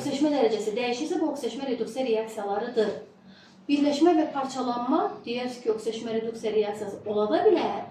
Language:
Azerbaijani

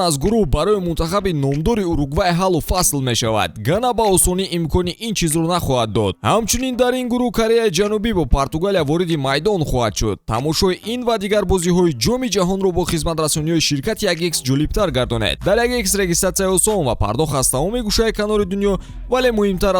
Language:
Tajik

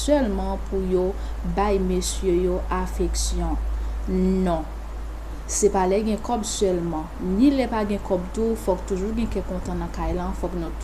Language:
Haitian Creole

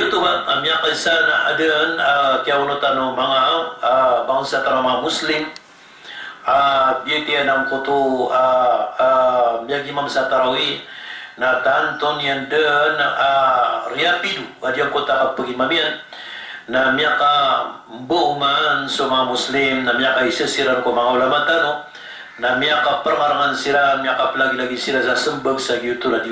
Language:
Maranao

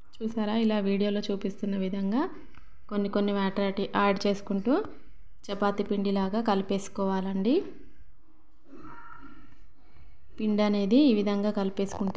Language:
Telugu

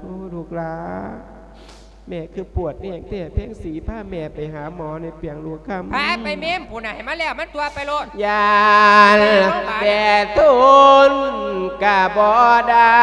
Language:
Lao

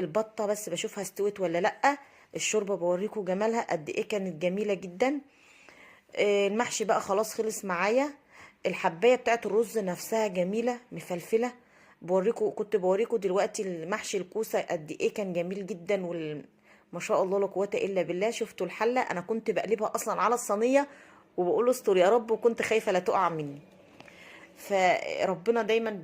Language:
Egyptian Arabic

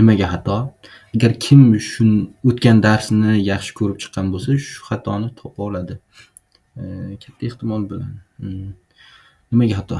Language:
Uzbek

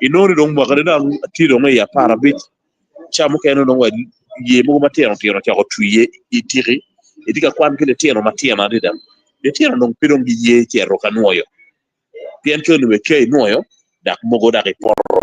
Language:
Acoli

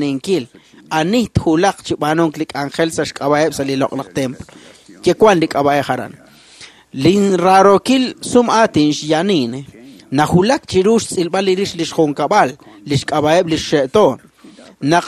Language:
Kekchí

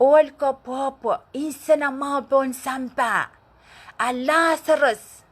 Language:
Pohnpeian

